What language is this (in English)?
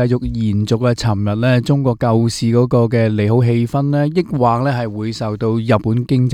Cantonese